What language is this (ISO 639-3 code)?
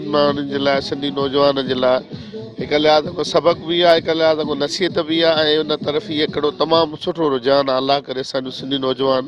snd